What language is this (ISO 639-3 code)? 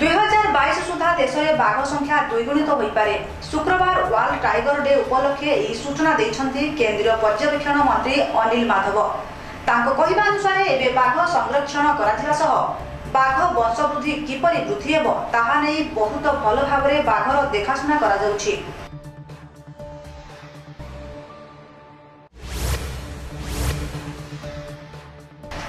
ori